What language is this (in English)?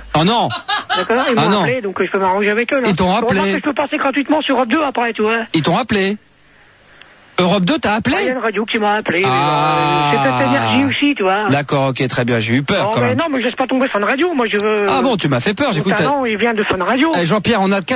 French